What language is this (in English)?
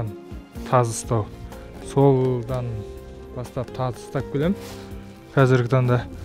Kazakh